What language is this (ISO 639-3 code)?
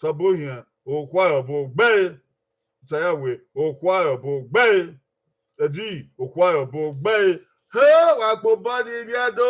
bin